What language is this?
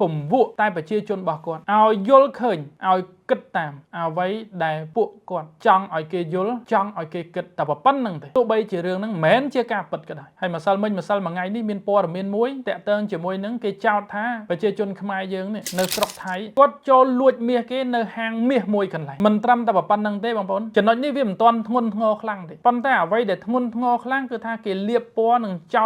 Khmer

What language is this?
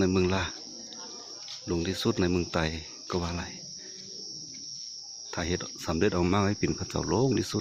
Lao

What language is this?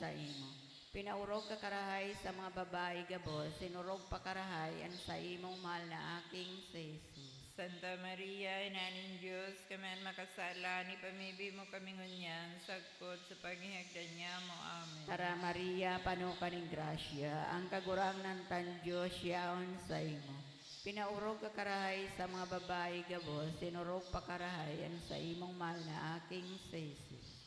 Bikol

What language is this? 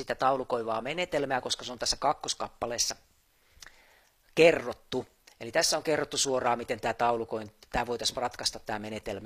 Finnish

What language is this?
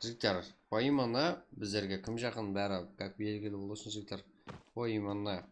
Kara-Kalpak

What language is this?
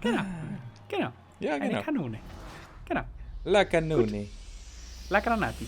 Bavarian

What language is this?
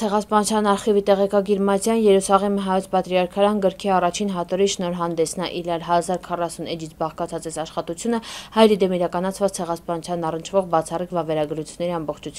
Armenian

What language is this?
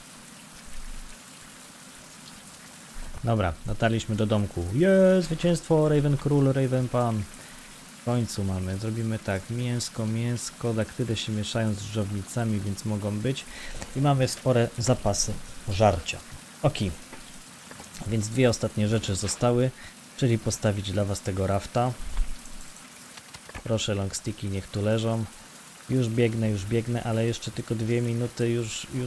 Polish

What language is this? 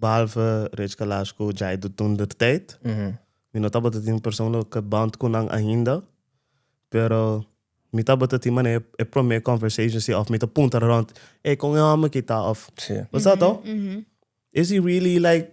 Papiamento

